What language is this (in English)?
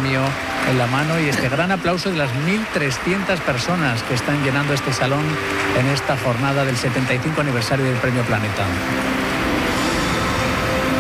Spanish